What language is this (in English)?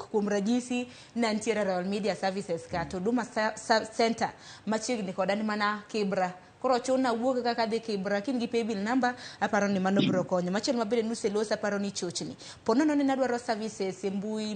Luo (Kenya and Tanzania)